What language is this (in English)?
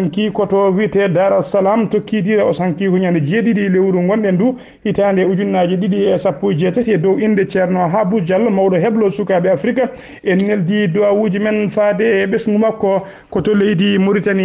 Fula